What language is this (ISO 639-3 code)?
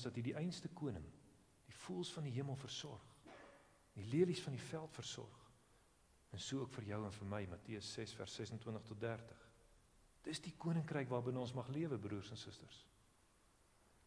afr